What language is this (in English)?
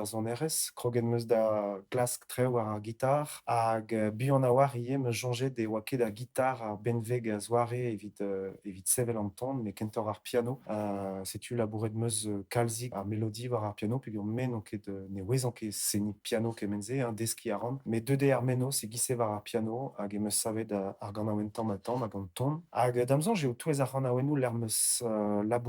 Breton